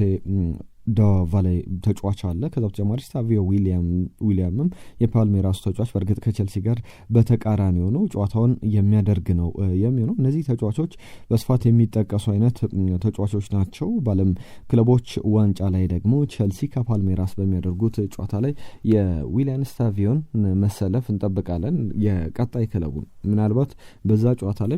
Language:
Amharic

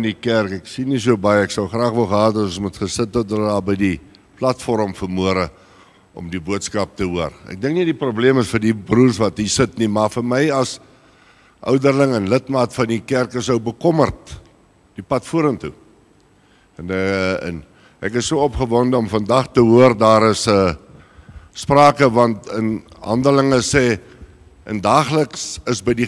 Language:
Afrikaans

